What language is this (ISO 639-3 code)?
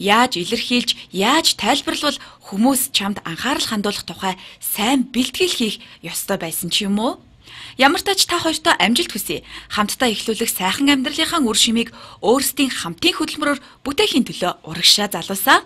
mon